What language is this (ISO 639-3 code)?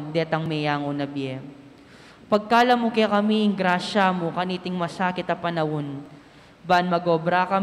pam